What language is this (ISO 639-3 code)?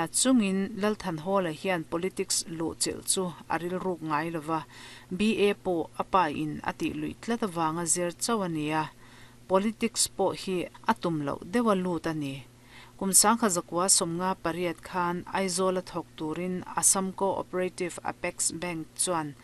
lus